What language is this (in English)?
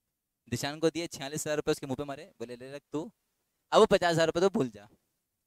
Hindi